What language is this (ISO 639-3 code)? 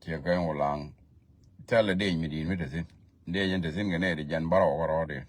nus